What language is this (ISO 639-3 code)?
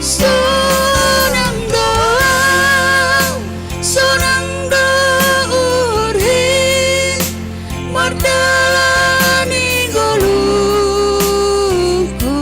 bts